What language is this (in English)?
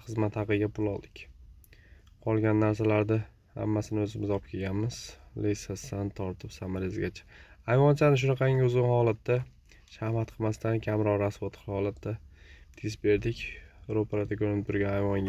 Uzbek